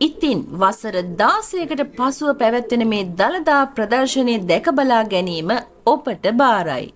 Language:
Sinhala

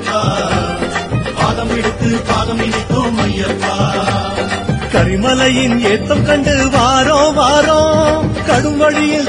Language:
Tamil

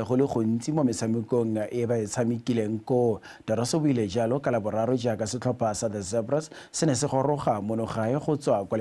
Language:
Tswana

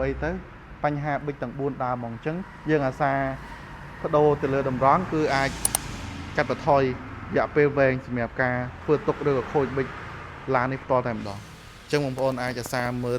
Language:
Khmer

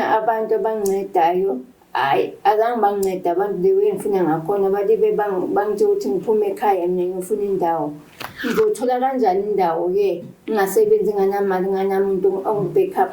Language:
Zulu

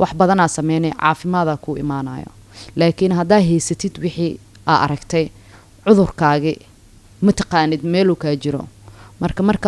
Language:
Somali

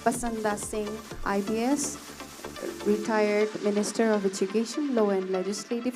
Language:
Tangkhul Naga (India)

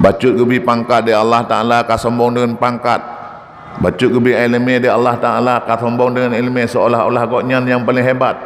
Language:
Achinese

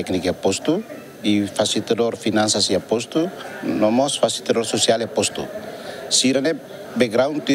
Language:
Tetum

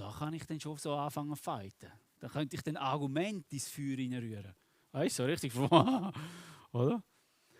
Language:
Swiss German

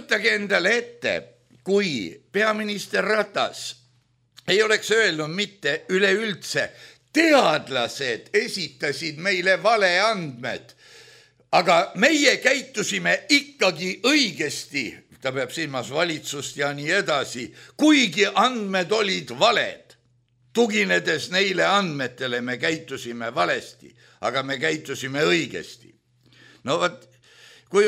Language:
Estonian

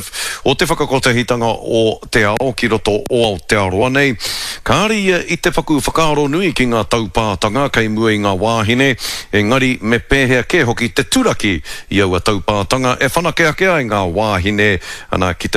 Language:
Māori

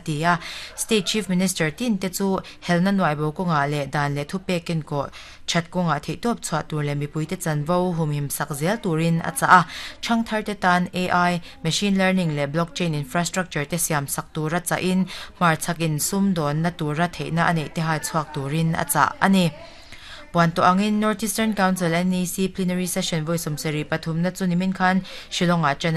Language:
Mizo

